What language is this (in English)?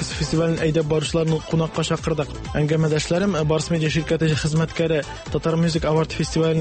Tatar